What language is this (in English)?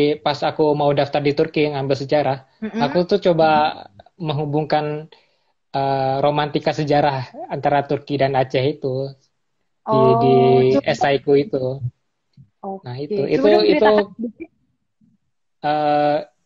Indonesian